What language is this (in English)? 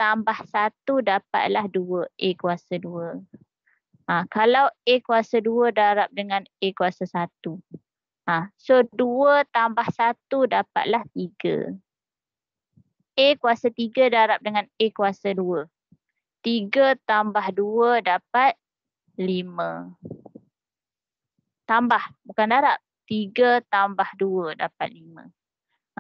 Malay